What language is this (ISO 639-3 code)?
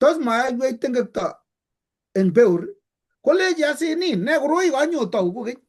kln